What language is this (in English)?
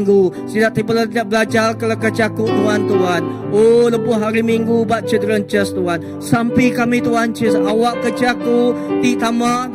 Iban